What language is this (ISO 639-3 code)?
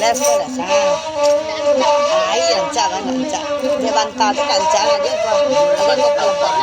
min